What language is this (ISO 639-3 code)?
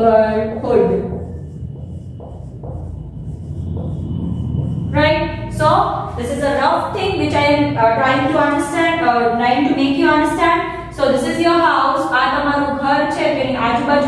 guj